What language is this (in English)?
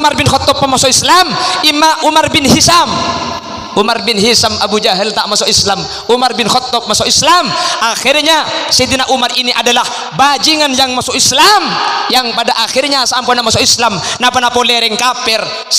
Madurese